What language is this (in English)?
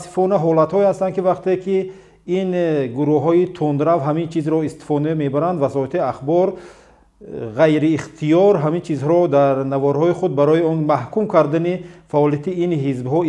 Tajik